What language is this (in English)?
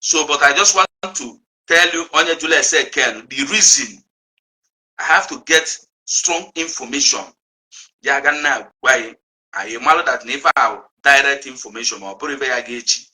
Igbo